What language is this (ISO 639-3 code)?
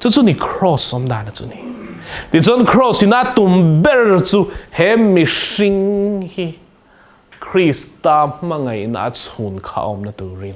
lus